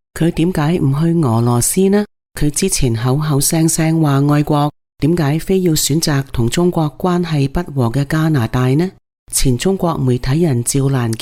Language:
Cantonese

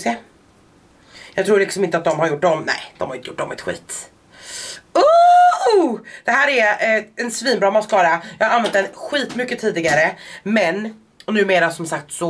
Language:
Swedish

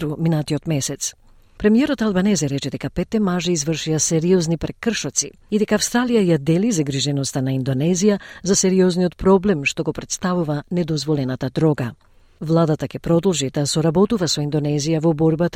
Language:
Macedonian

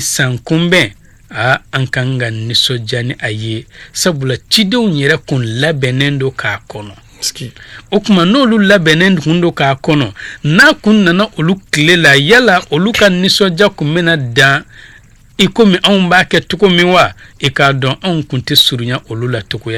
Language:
Bambara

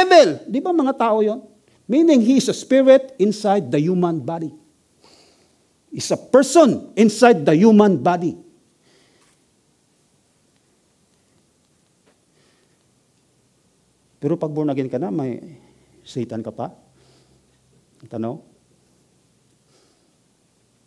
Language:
Filipino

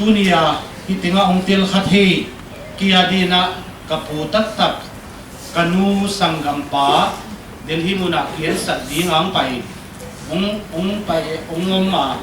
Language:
Paite Chin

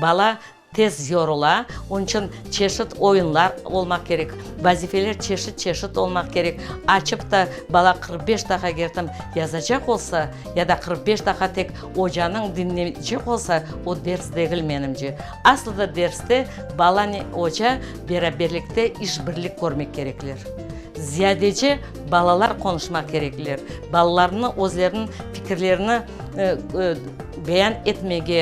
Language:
Crimean Tatar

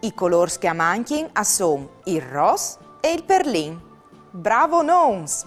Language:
Friulian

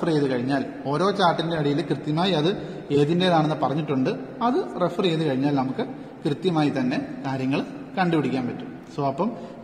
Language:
Malayalam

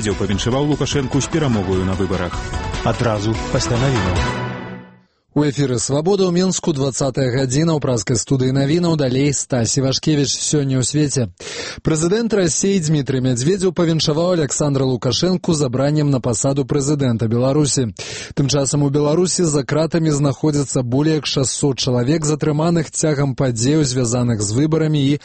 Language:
Belarusian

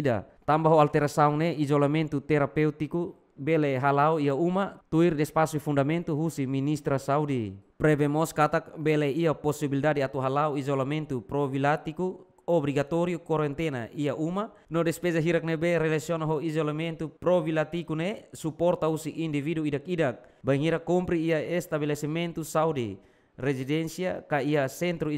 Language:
Tetum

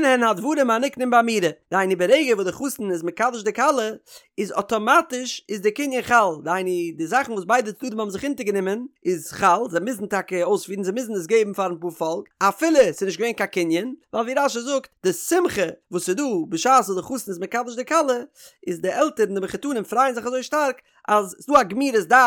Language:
Yiddish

